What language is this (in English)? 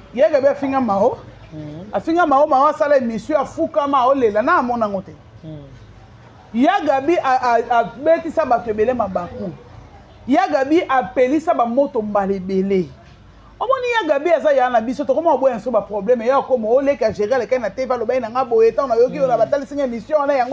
Lingala